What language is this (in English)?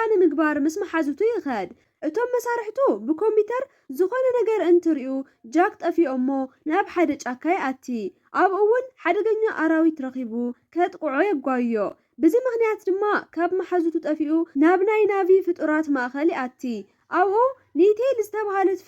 Tigrinya